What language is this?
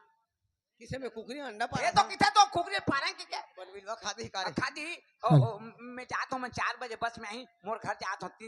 Chhattisgarhi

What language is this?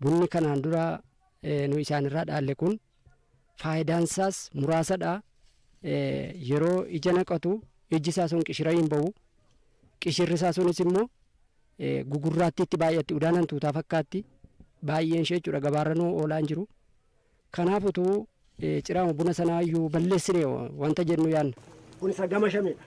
Oromo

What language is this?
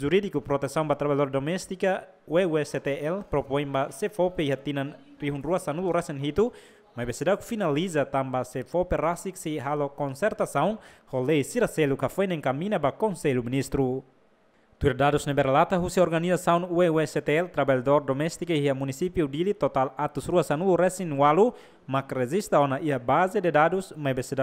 Tetum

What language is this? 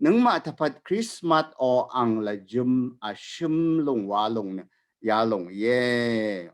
Rawang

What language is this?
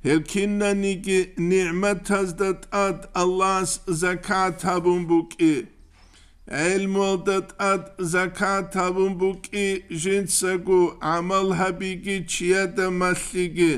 Avaric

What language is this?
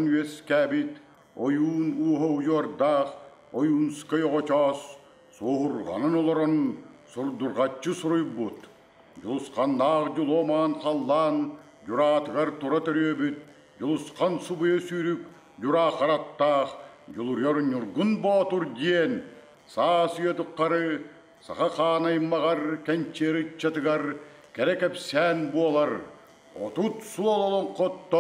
Yakut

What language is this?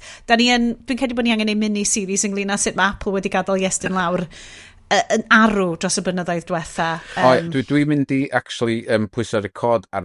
Welsh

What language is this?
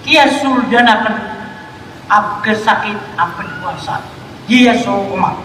Maranao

